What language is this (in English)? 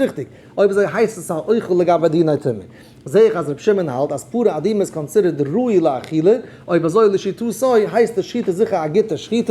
Yiddish